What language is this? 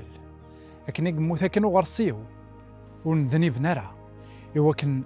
Kabyle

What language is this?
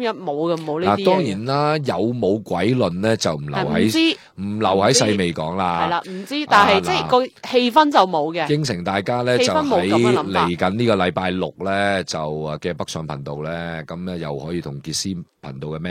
Cantonese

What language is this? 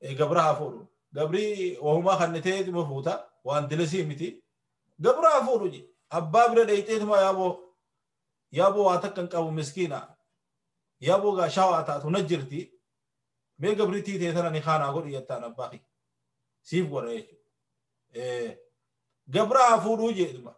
Oromo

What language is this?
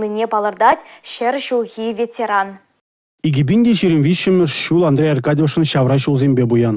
Chuvash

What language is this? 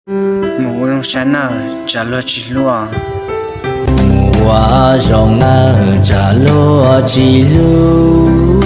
Hmong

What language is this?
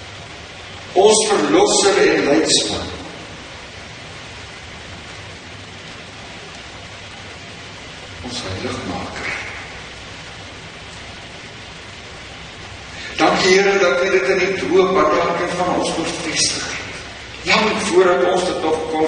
Afrikaans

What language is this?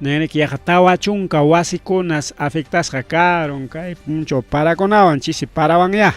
Ayacucho Quechua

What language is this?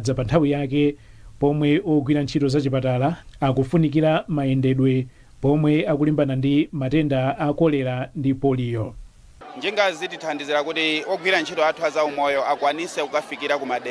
Nyanja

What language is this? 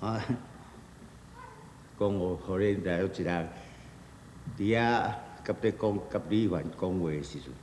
Min Nan Chinese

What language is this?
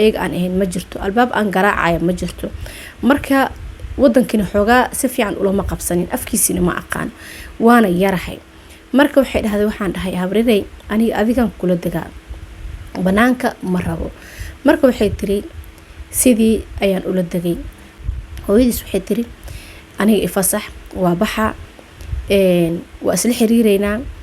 Somali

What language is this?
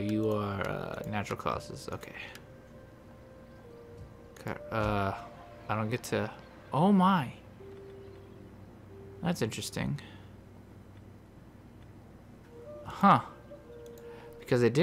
English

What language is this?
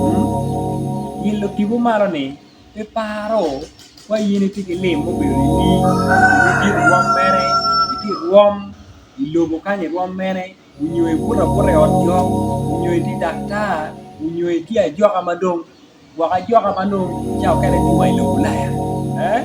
Acoli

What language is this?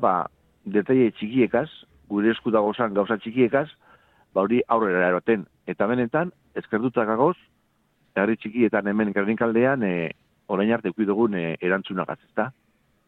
Basque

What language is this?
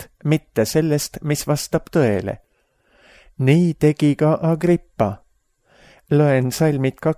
Estonian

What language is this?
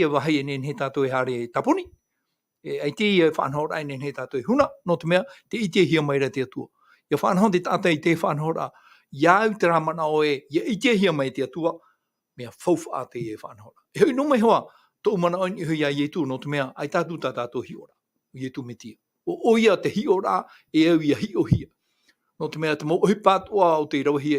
Tahitian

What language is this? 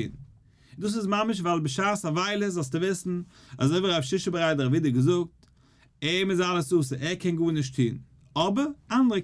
Yiddish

